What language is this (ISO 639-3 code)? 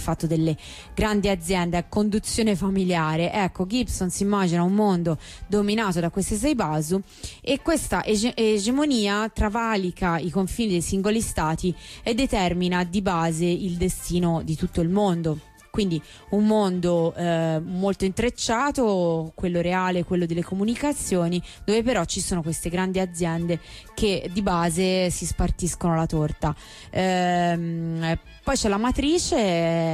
ita